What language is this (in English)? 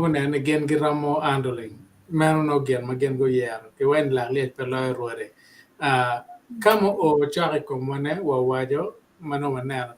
Acoli